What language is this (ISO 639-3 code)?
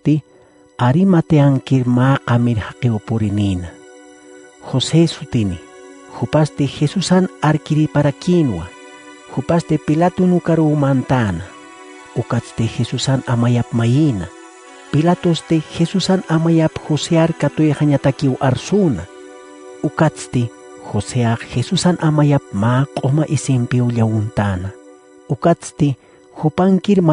aym